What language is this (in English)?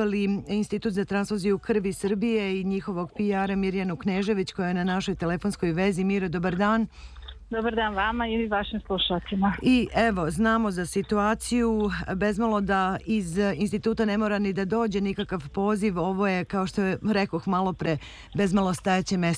Serbian